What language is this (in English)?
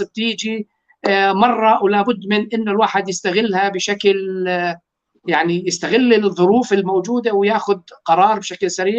North Levantine Arabic